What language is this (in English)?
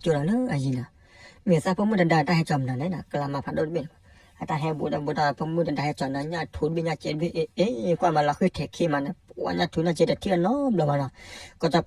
S'gaw Karen